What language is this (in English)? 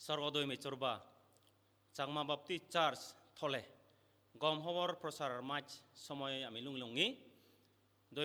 Chakma